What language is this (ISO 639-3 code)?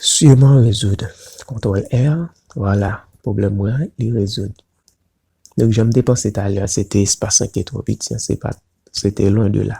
hat